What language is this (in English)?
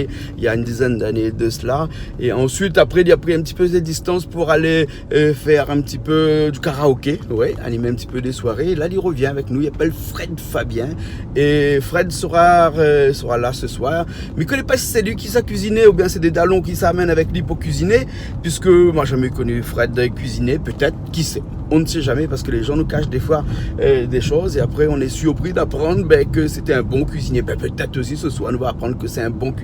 Réunion Creole French